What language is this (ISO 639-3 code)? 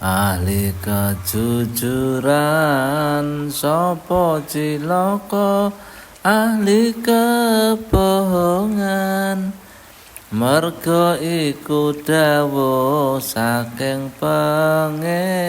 jav